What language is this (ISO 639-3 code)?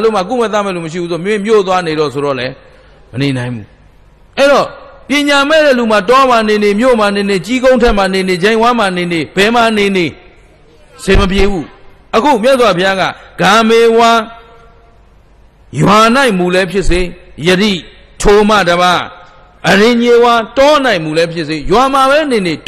mya